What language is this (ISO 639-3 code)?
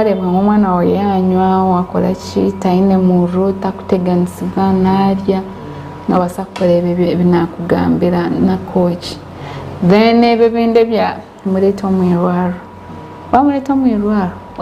nyn